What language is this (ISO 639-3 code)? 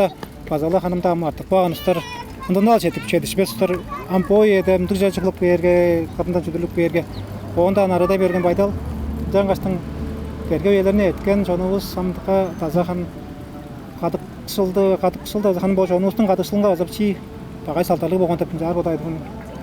tyv